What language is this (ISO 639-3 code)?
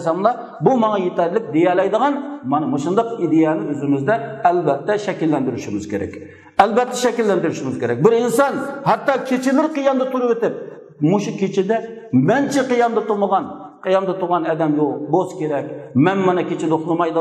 uig